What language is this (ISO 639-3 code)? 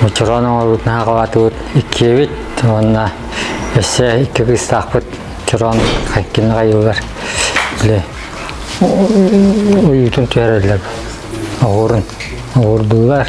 sah